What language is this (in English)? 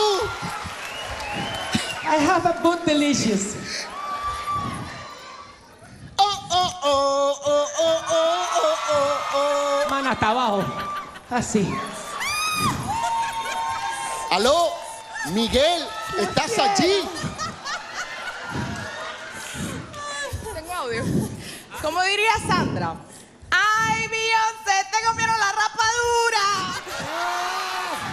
Spanish